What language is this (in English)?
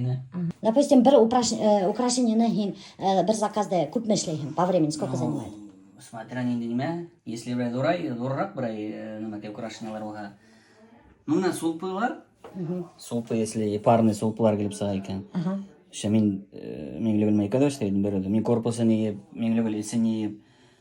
Bashkir